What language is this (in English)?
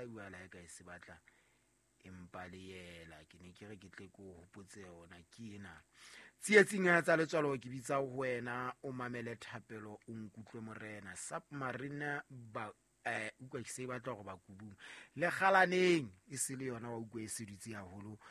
Southern Sotho